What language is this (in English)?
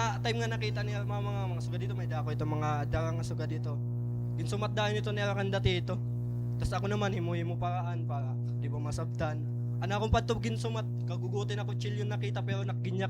Waray